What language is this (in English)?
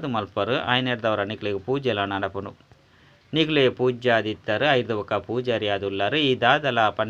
Tulu